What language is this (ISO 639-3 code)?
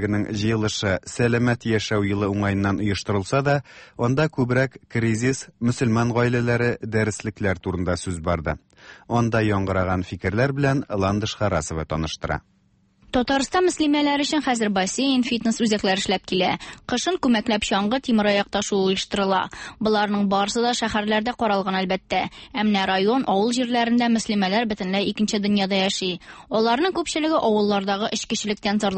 tat